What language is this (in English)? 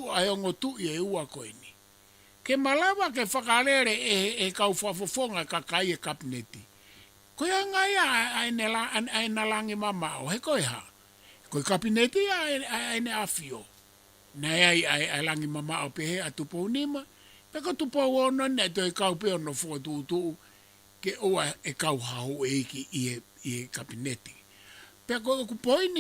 Tongan